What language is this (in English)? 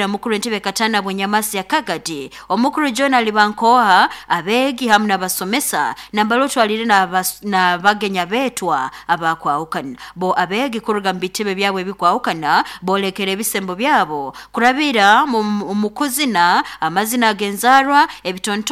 Nyankole